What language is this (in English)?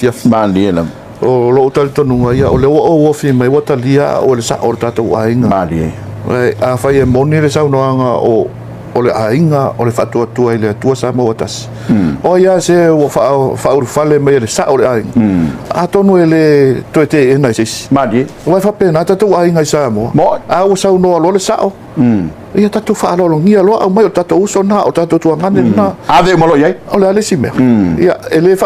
Samoan